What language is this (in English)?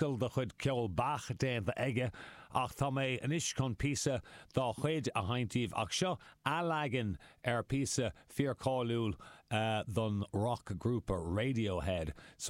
Irish